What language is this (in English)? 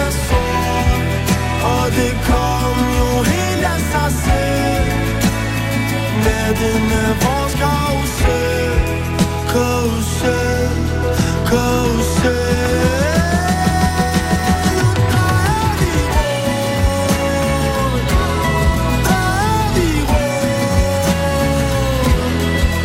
Danish